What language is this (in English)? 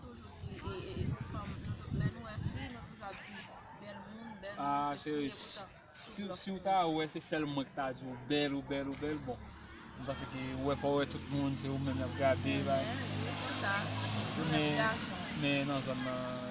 Haitian Creole